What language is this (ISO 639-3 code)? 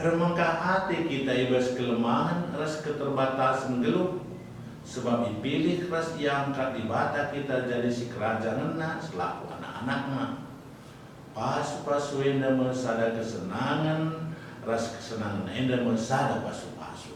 btx